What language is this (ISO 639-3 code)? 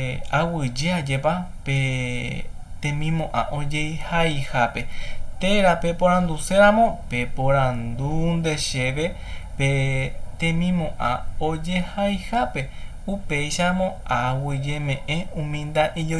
grn